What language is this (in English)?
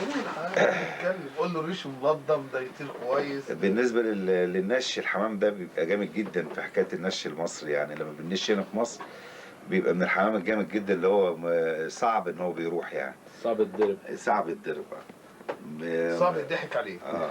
Egyptian Arabic